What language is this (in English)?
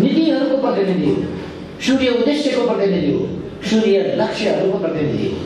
Nepali